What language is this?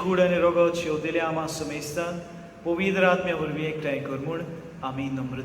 Konkani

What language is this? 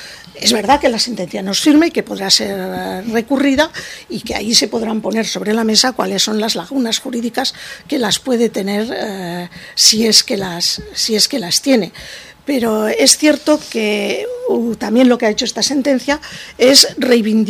Spanish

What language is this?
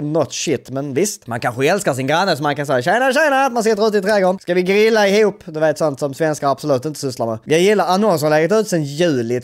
Swedish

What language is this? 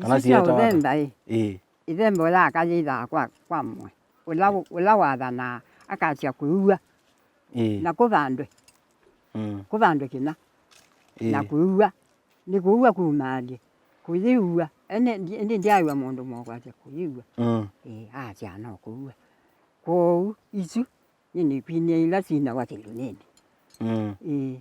Kamba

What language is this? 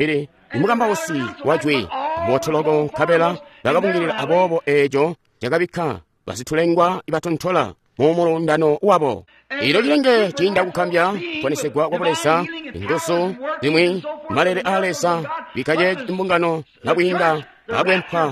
Tonga (Zambia)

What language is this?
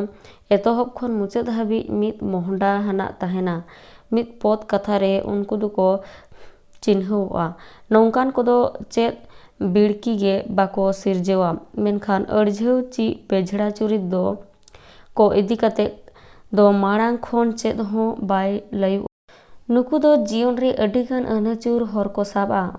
Santali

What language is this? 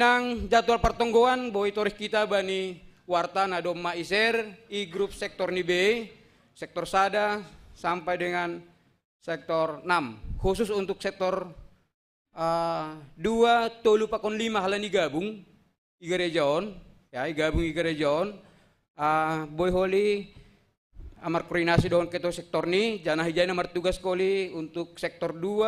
Batak Simalungun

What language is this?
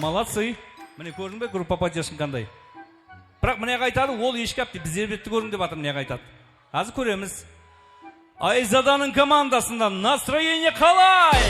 Kara-Kalpak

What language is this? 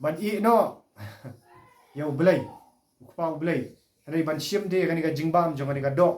Khasi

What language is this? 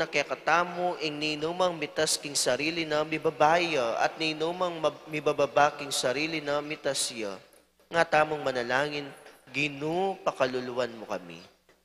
Pampanga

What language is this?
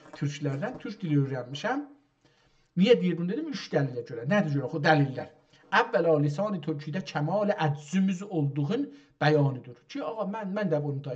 South Azerbaijani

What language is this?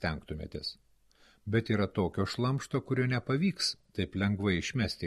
Lithuanian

